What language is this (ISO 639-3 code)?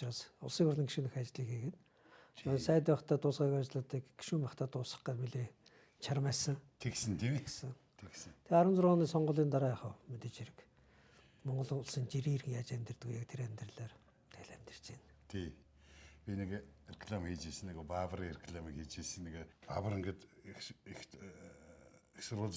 mon